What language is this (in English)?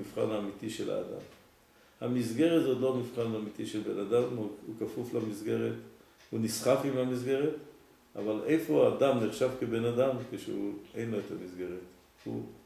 Hebrew